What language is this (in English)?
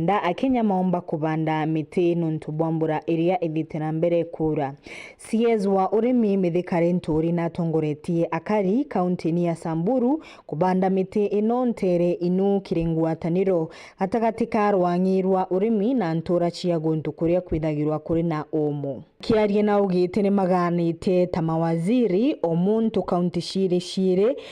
Meru